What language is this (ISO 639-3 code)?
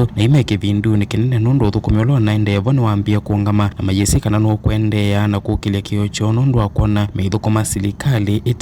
kam